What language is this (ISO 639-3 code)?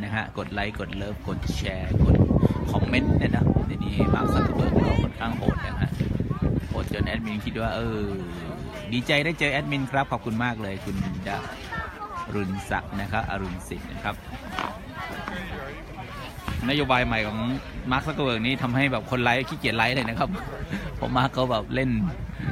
tha